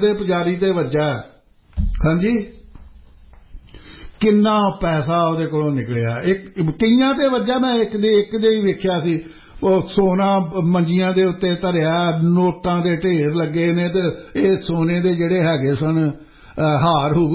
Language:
Punjabi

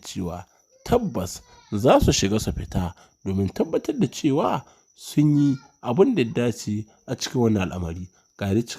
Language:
Hausa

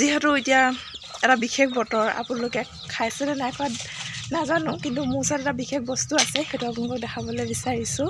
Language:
Assamese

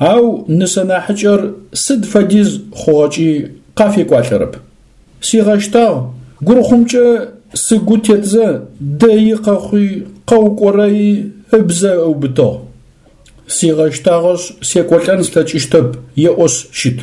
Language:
Adyghe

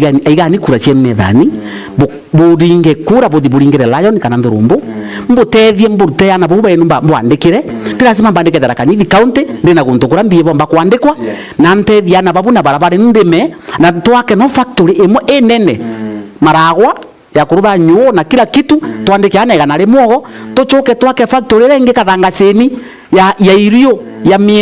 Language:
Meru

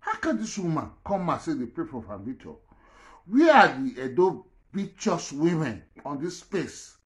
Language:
Nigerian Pidgin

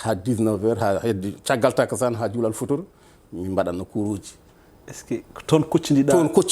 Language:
Fula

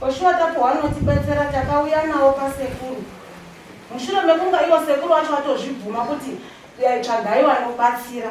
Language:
Shona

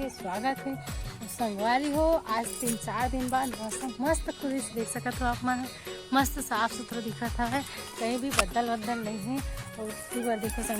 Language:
Chhattisgarhi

